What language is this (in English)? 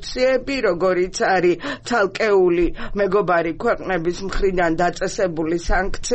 Georgian